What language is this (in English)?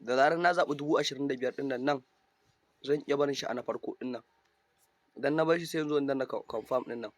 Hausa